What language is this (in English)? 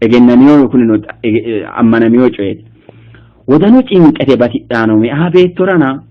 Sidamo